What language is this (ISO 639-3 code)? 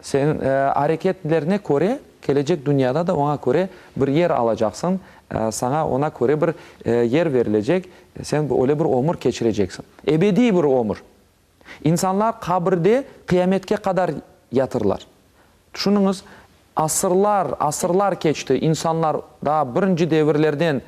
crh